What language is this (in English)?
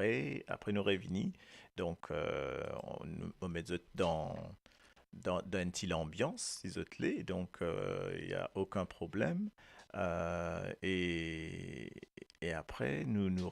Morisyen